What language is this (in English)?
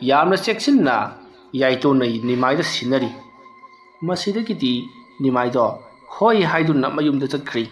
Manipuri